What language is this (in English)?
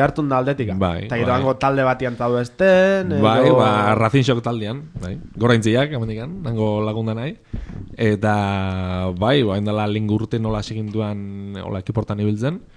Basque